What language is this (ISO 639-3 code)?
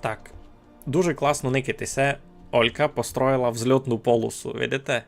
rue